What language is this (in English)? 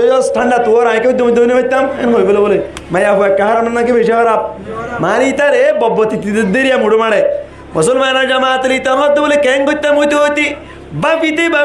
Rohingya